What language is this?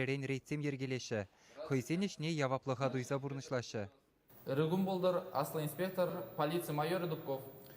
Chuvash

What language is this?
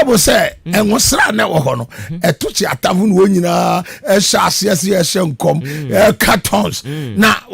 Akan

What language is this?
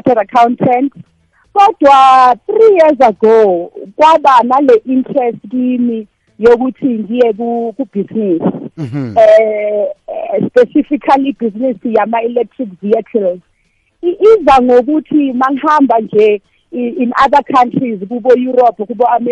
South Ndebele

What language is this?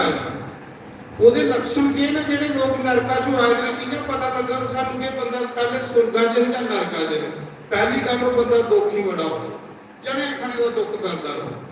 Dogri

